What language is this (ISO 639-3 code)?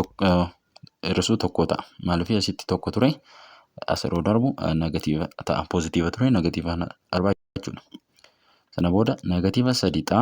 orm